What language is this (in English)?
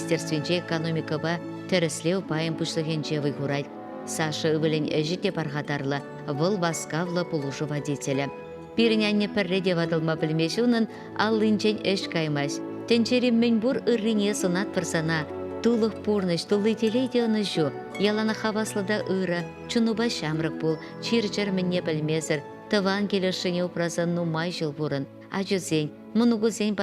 Chuvash